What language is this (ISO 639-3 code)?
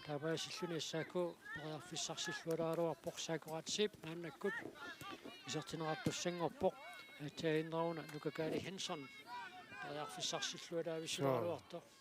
kal